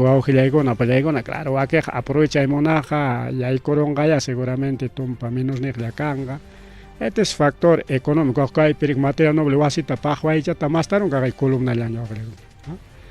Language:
Ayacucho Quechua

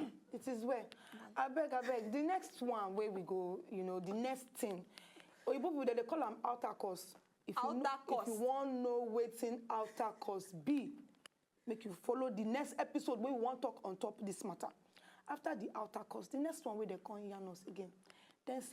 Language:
Nigerian Pidgin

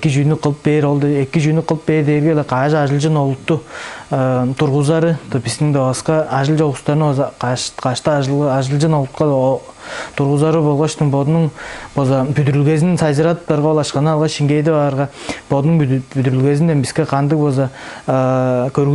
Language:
Tuvinian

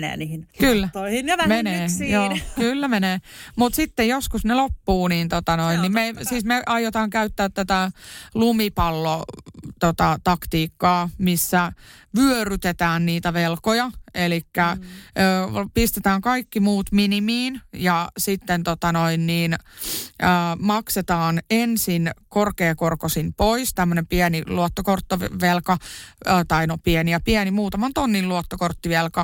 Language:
Finnish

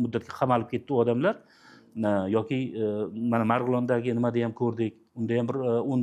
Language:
Uzbek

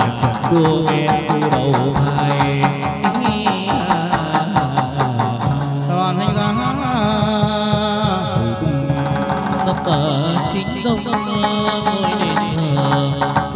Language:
Vietnamese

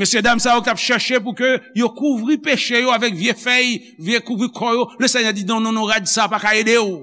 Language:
Haitian Creole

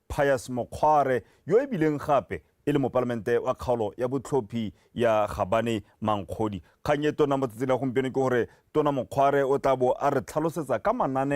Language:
Tswana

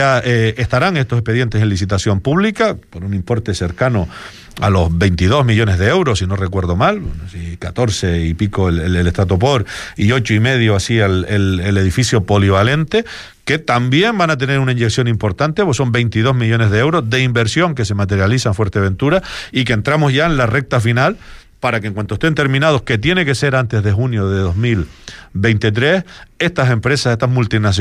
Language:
Spanish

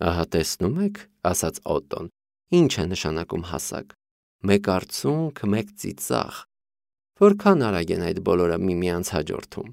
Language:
Armenian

